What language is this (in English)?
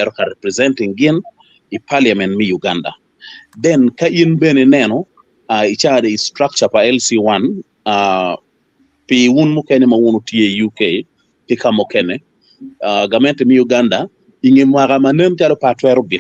Acoli